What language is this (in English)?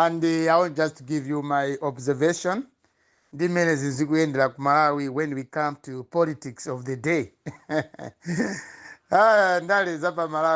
Nyanja